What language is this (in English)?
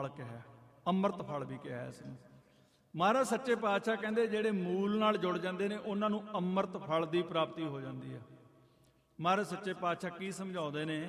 Punjabi